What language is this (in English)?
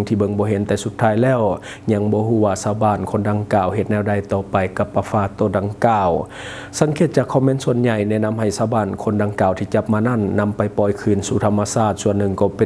Lao